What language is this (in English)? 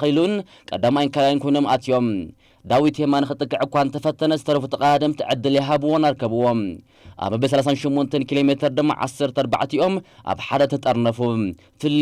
Tigrinya